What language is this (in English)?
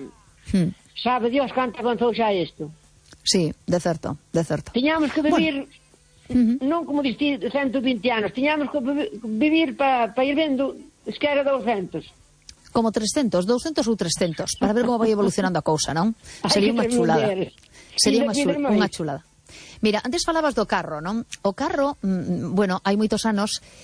Galician